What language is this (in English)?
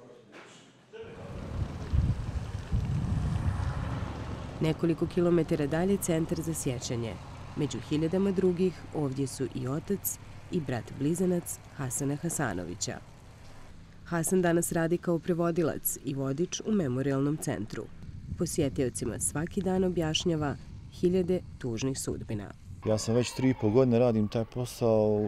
Bosnian